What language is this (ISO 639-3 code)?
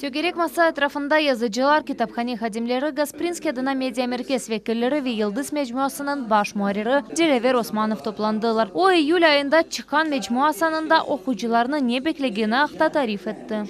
crh